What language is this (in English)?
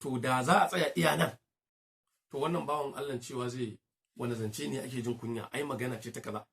Hausa